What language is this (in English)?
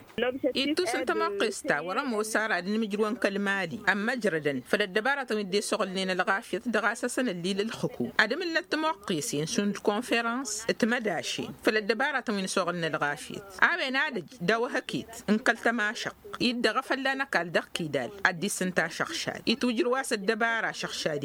Tamasheq